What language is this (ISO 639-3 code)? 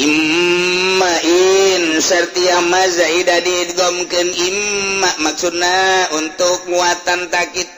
sun